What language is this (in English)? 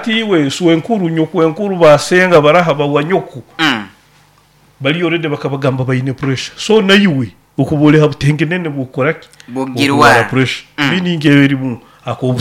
Nyoro